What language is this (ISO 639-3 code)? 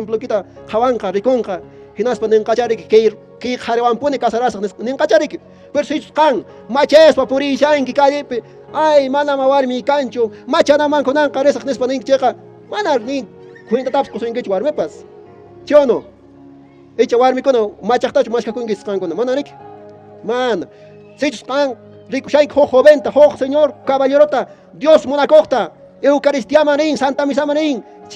que